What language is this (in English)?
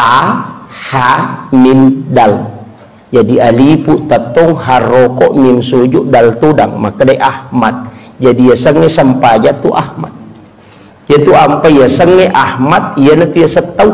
Buginese